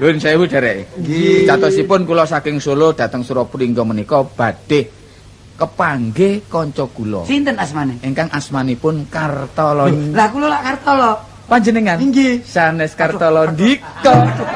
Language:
Javanese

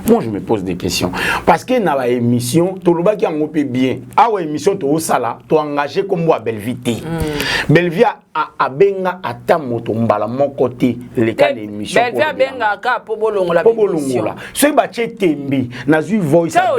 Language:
Lingala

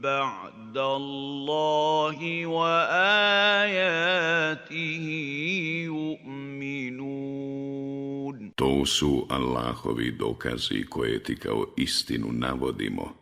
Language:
Bosnian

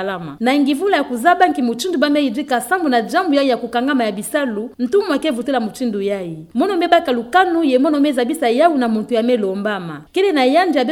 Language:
Kituba (Democratic Republic of Congo)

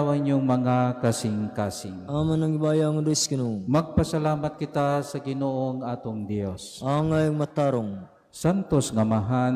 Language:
Cebuano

